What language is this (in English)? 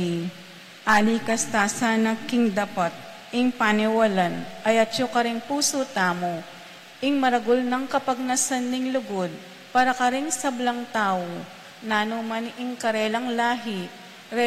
Pampanga